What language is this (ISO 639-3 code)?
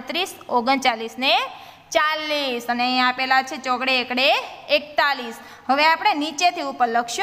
guj